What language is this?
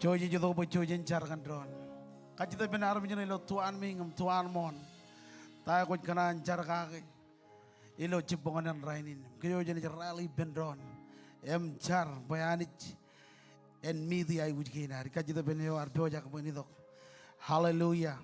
Marshallese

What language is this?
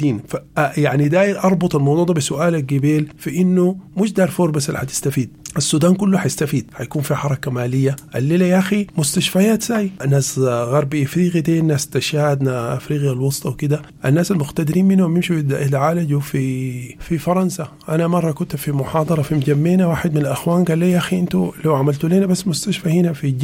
Sudanese Arabic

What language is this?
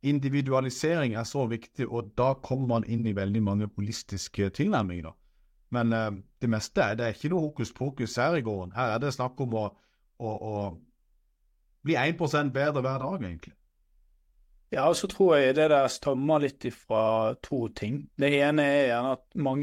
Norwegian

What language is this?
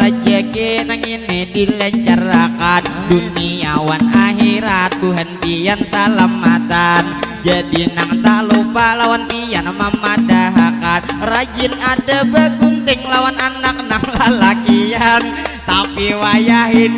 Banjar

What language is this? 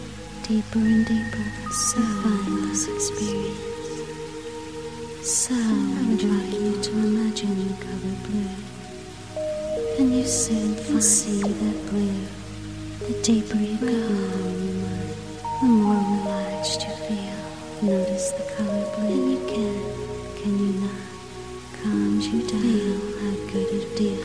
English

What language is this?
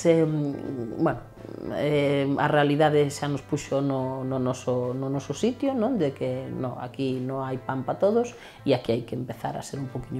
Galician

